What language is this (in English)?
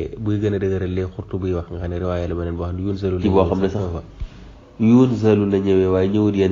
Wolof